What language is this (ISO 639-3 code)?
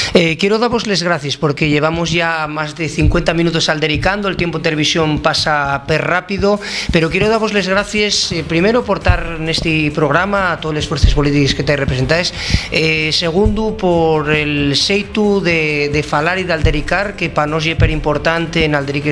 ast